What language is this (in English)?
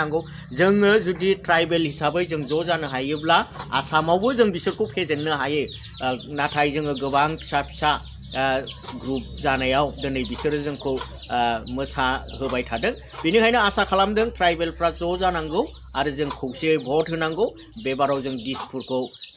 Bodo